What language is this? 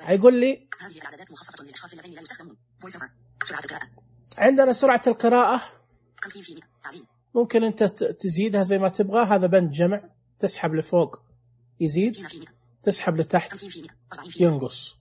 Najdi Arabic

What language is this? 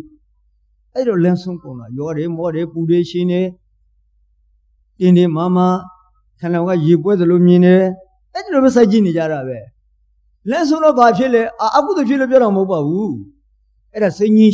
Burmese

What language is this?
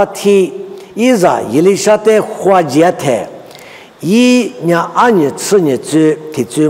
Lisu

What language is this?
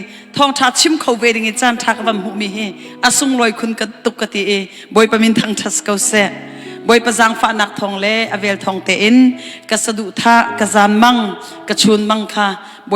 Hakha Chin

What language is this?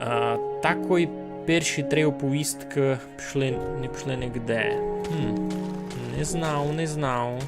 Rusyn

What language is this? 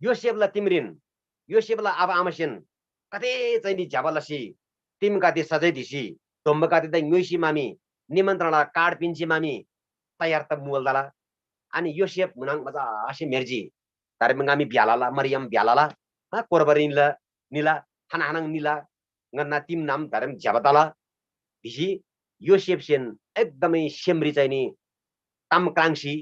Eastern Tamang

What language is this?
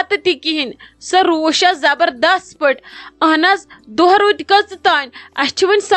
Kashmiri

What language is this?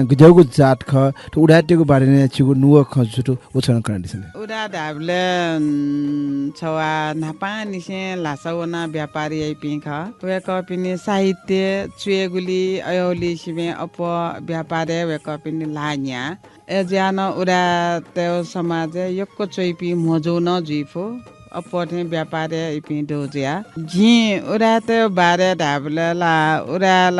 Newari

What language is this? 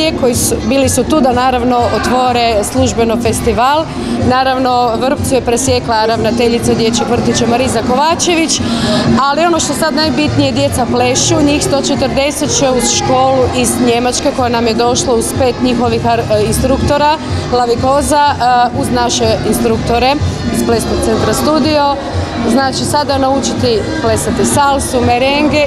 Croatian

